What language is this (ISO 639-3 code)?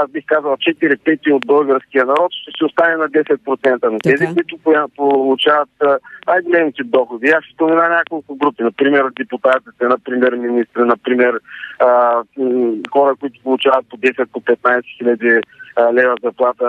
bul